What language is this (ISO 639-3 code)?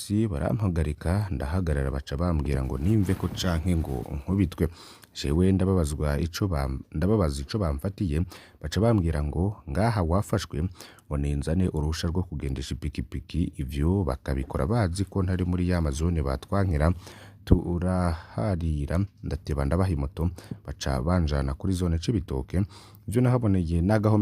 run